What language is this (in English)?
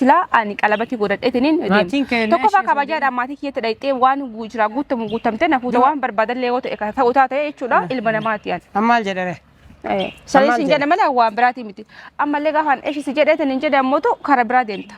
Oromo